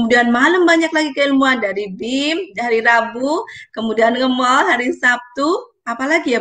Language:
Indonesian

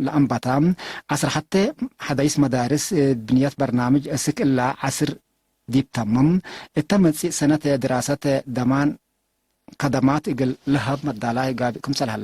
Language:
Tigre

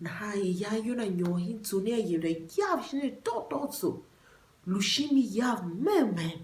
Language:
Tiv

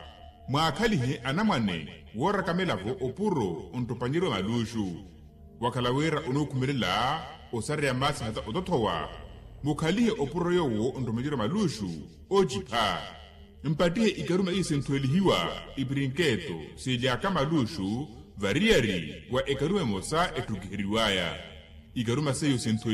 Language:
Makhuwa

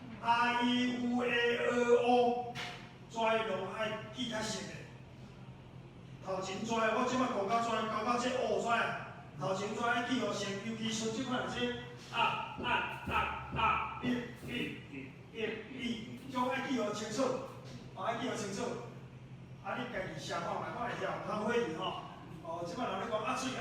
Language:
Min Nan Chinese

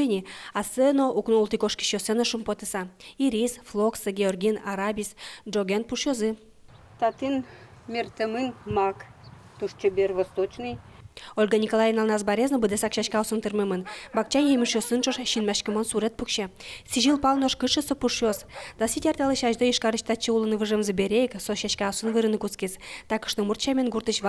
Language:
Udmurt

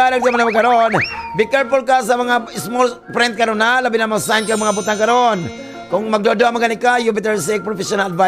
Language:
Cebuano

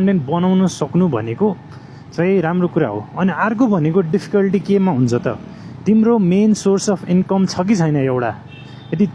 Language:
Nepali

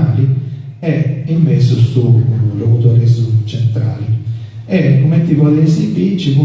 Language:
Sardinian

